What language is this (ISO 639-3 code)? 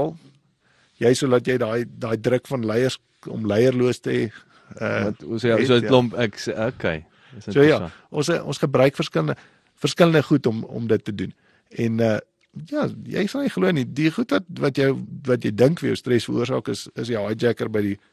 afr